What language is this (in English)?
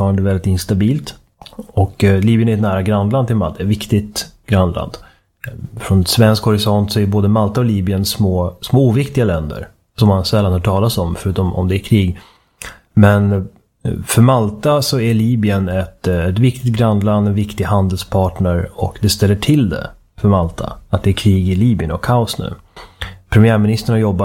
Swedish